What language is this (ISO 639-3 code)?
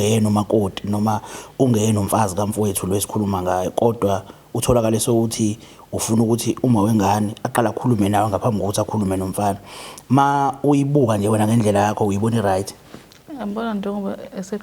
zul